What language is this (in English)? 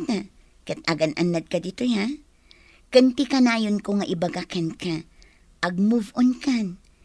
Iloko